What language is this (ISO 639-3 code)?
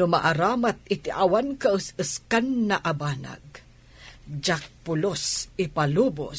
ilo